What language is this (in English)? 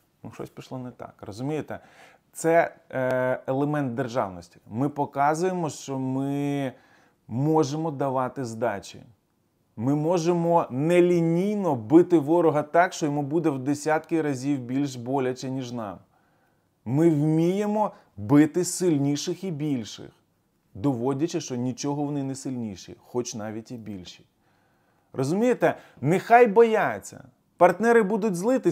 Ukrainian